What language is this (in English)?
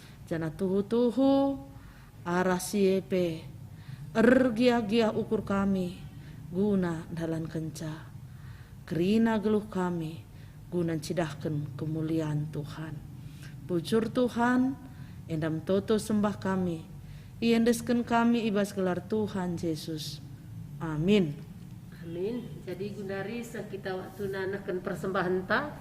Batak Karo